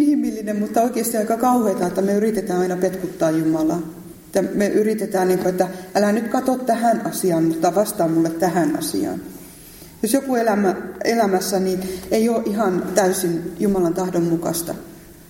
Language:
Finnish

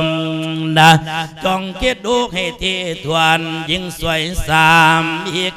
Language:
Lao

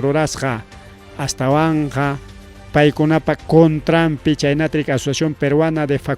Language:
Ayacucho Quechua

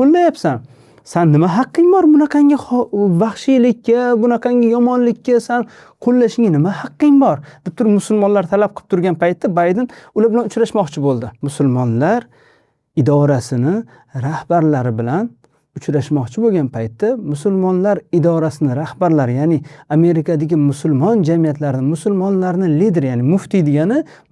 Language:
Uzbek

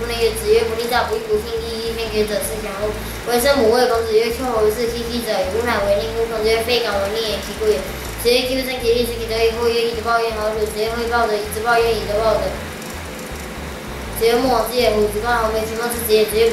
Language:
Literary Chinese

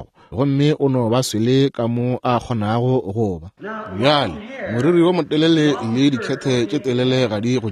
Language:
Northern Sotho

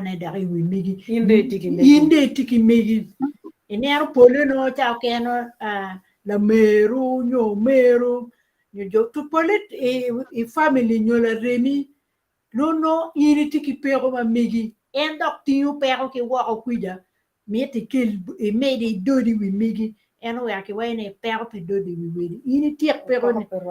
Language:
Acoli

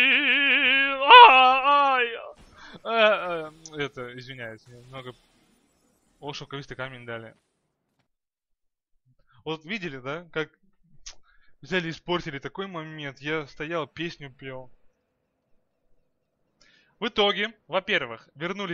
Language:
Russian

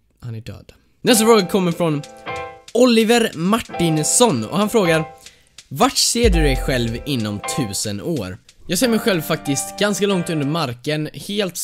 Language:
Swedish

